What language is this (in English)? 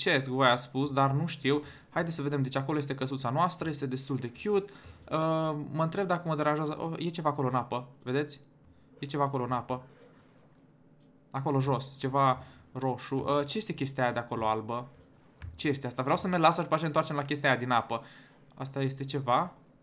Romanian